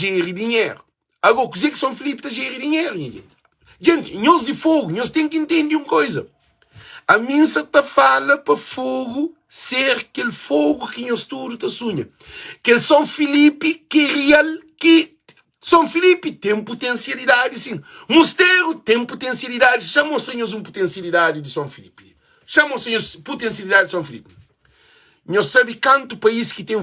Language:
Kabuverdianu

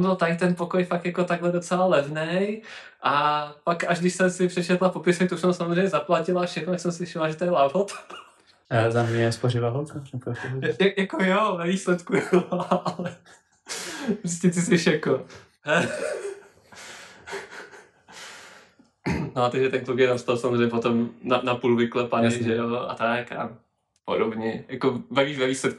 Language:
Czech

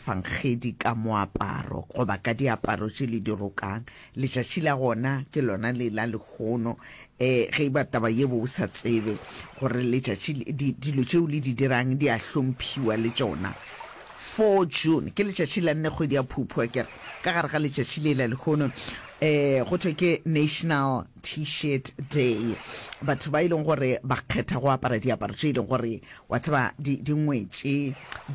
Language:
Northern Sotho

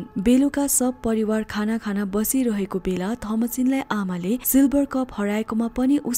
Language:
Nepali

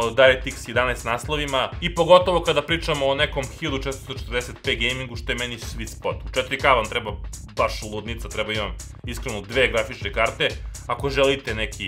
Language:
Serbian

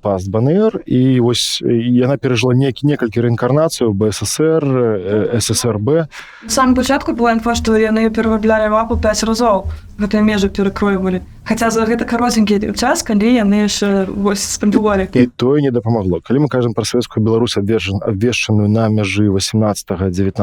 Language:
Belarusian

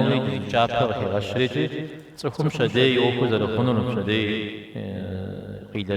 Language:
Kabardian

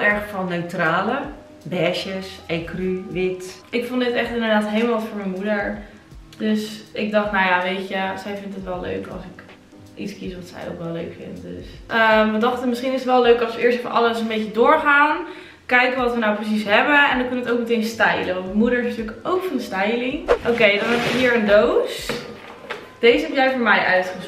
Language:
Dutch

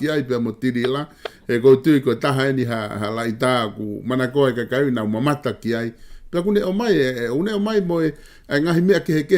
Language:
Tongan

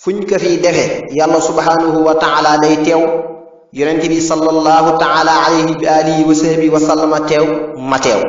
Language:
Wolof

